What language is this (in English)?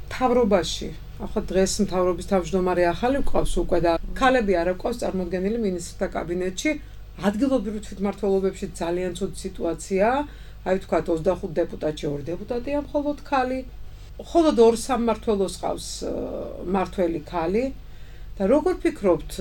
Georgian